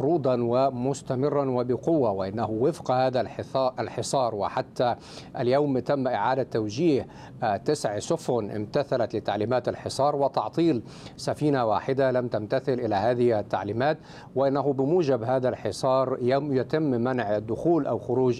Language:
Arabic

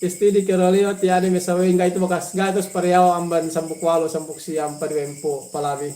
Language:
Yakan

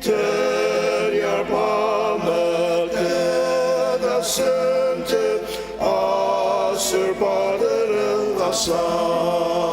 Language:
Ao Naga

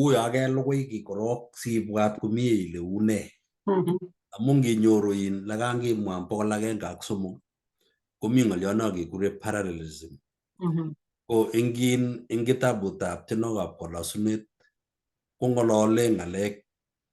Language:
Kalenjin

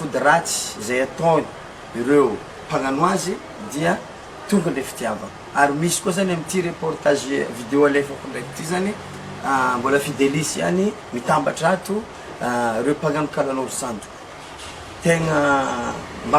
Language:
Malagasy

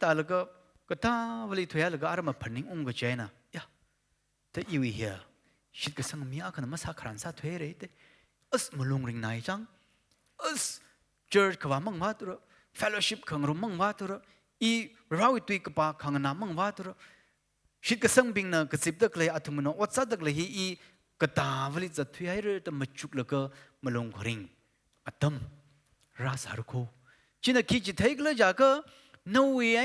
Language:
Tangkhul Naga (India)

